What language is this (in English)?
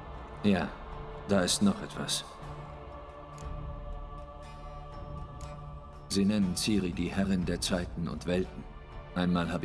German